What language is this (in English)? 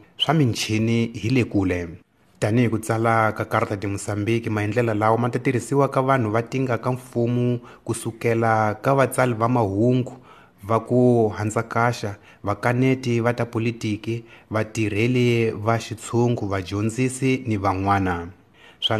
Tsonga